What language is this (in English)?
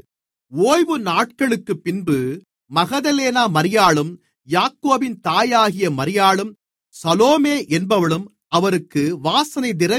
Tamil